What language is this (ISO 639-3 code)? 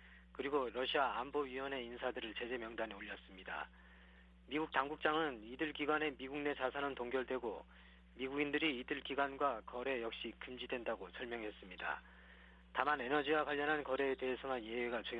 kor